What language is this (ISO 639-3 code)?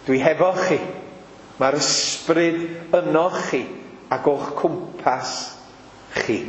cym